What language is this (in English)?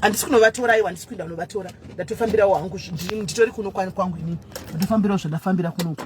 Shona